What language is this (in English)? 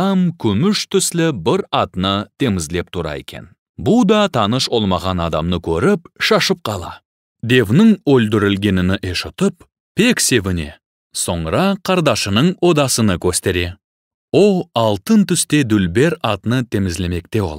Crimean Tatar